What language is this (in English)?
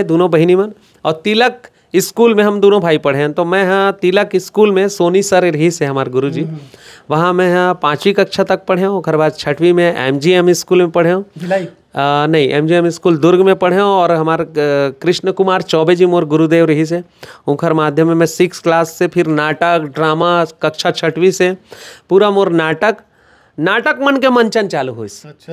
Chhattisgarhi